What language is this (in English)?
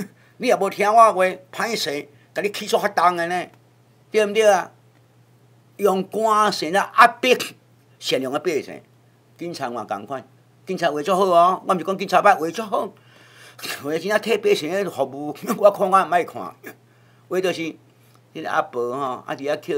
Min Nan Chinese